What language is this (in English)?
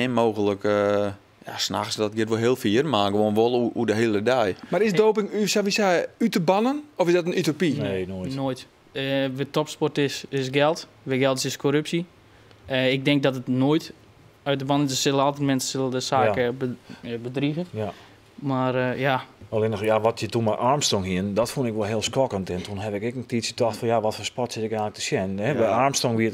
Western Frisian